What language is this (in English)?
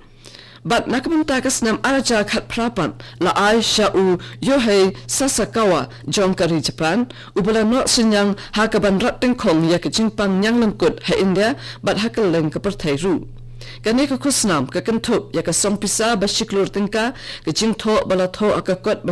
Khasi